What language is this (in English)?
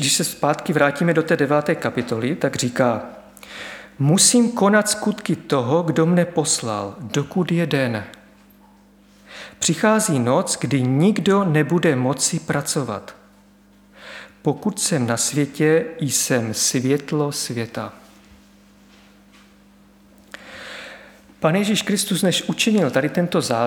Czech